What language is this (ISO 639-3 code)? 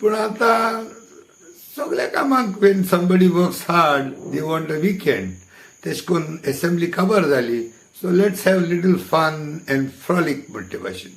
kok